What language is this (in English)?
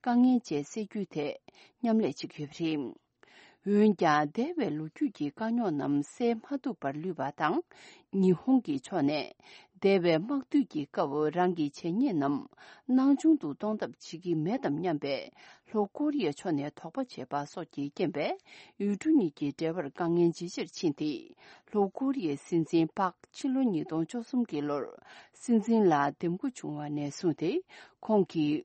Tibetan